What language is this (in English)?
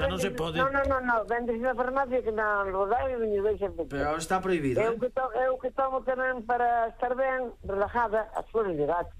Galician